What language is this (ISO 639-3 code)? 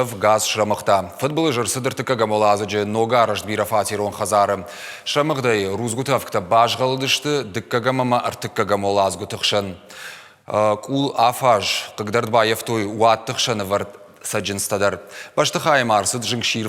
oss